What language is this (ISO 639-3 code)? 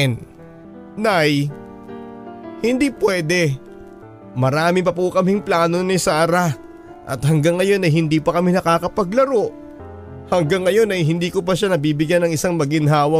fil